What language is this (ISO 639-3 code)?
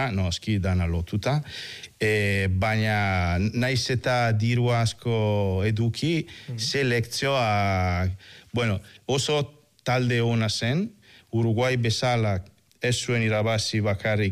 eus